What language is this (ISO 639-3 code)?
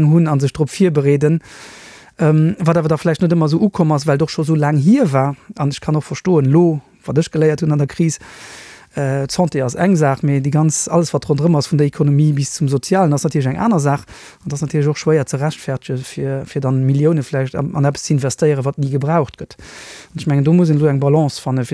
ltz